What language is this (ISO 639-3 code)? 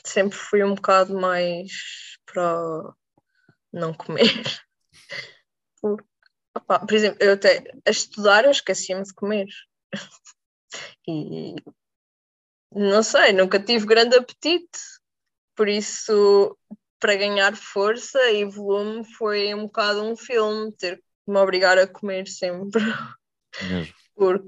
por